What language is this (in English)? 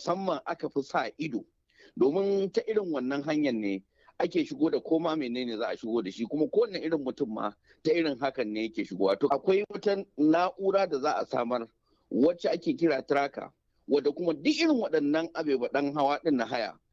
Hausa